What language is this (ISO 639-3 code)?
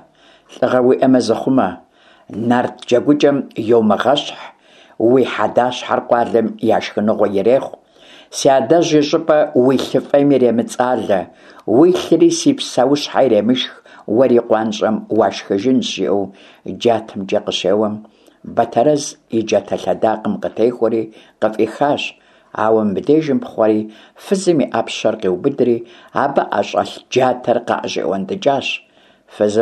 kbd